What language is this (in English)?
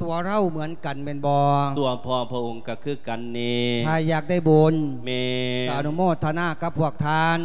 Lao